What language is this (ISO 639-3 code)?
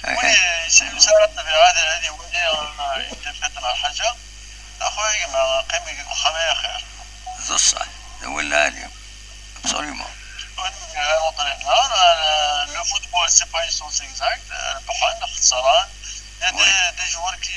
kab